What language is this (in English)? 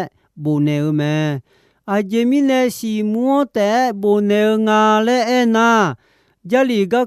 Akha